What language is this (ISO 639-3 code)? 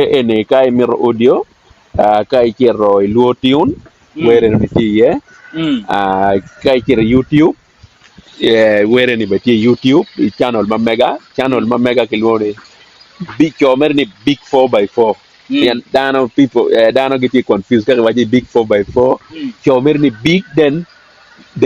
ach